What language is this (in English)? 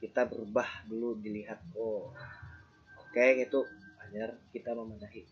Banjar